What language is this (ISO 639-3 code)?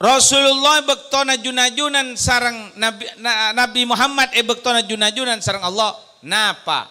mad